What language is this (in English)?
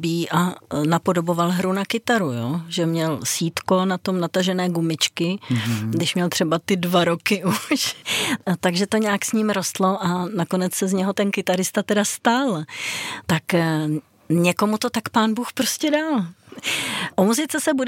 Czech